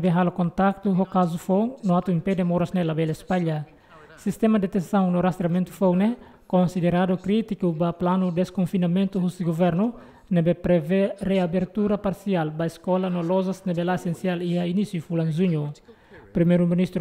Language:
Tetum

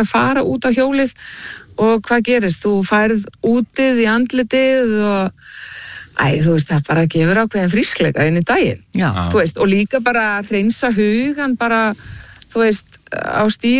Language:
Icelandic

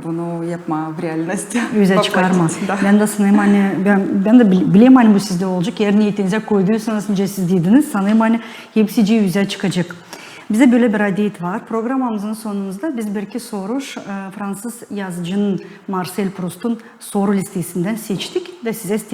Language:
Gagauz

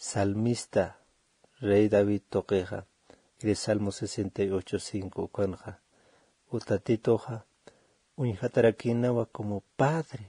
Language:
Aymara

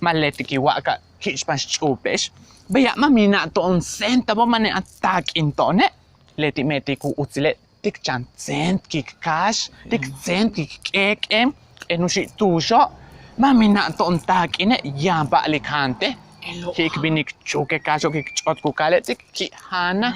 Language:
Yucateco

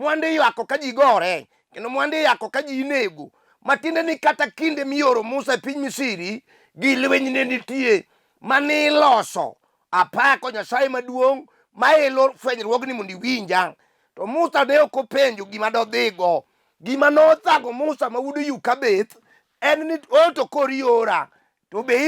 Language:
Luo (Kenya and Tanzania)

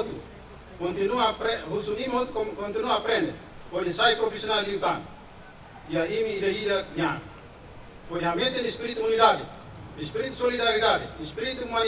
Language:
Tetum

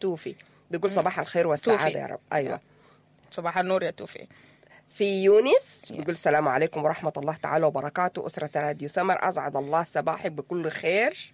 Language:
Sudanese Arabic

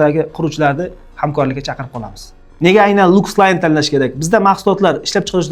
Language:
Uzbek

